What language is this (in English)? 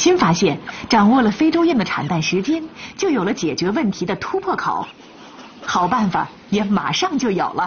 Chinese